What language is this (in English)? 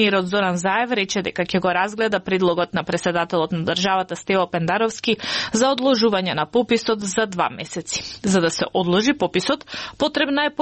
Macedonian